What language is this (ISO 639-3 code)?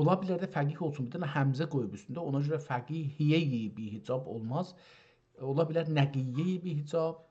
azb